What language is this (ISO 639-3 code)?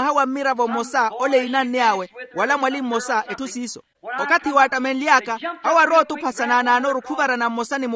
vmw